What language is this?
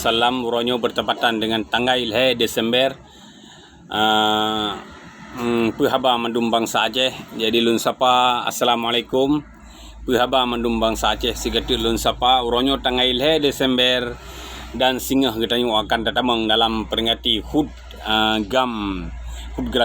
Achinese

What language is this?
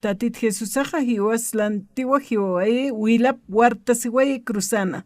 Aymara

